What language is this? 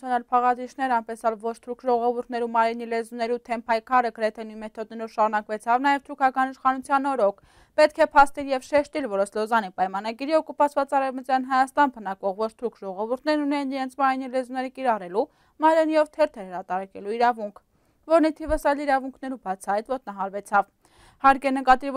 Armenian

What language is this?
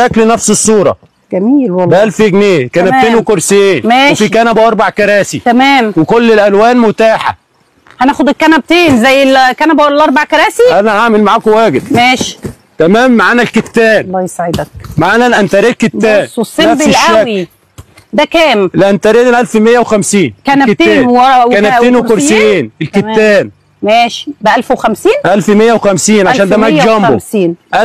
Egyptian Arabic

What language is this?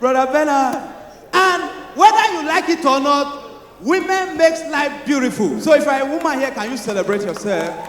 Nigerian Pidgin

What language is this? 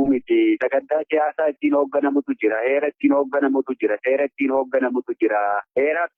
Oromo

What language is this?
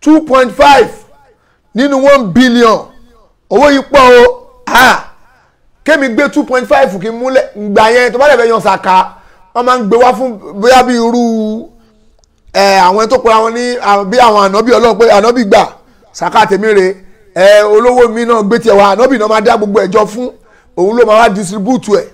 Yoruba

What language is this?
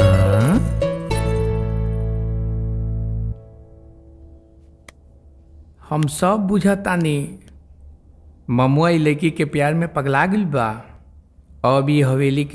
Bhojpuri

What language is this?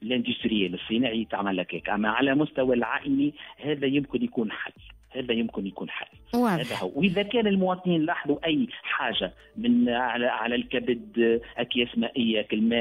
Tunisian Arabic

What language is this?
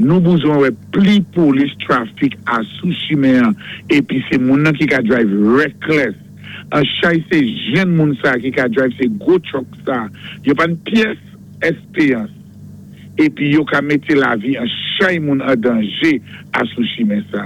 Saint Lucian Creole French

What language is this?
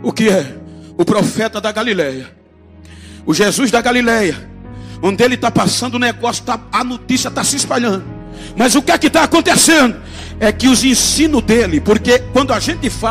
Portuguese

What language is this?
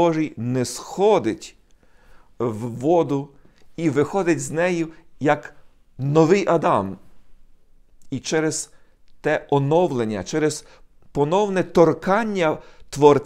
Ukrainian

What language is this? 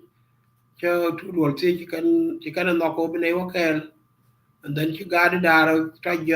Nuer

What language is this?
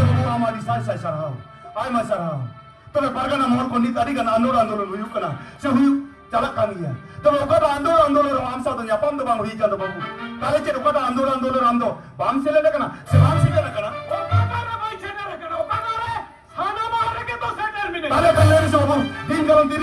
Santali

